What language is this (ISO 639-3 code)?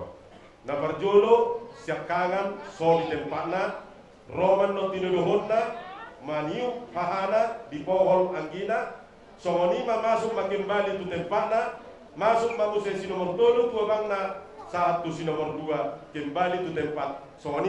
bbc